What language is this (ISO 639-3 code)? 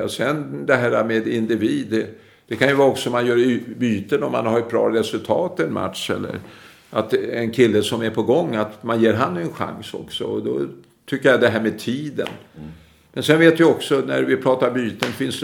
swe